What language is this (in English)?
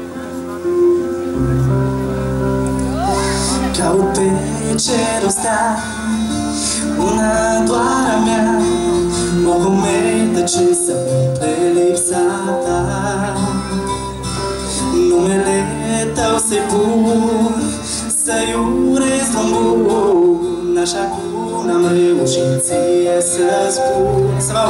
Romanian